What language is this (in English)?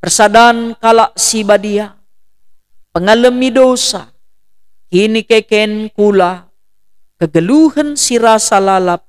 Batak Karo